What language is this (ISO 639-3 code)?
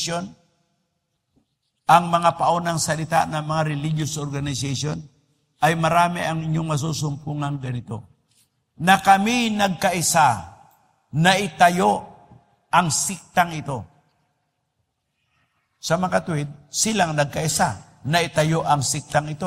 fil